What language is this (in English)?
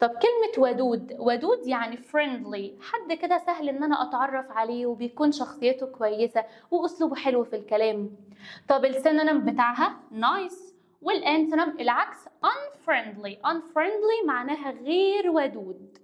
Egyptian Arabic